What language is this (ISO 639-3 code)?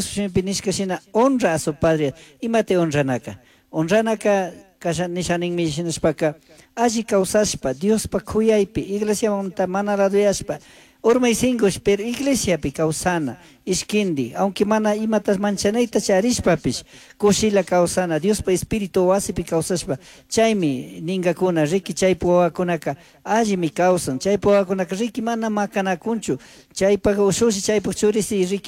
qug